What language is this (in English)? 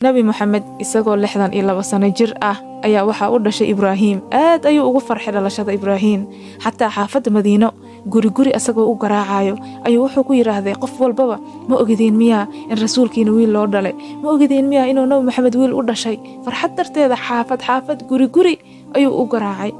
Somali